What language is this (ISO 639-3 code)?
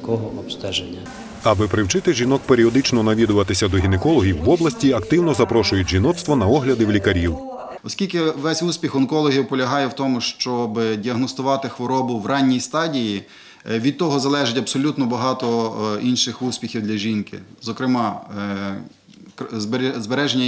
ukr